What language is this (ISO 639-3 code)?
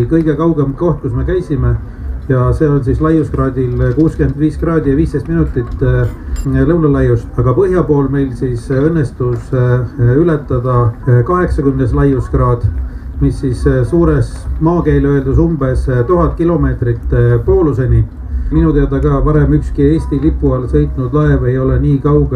est